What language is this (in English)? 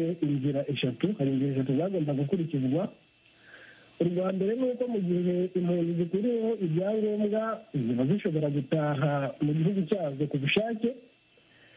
Kinyarwanda